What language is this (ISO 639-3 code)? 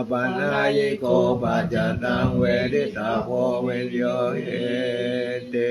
pli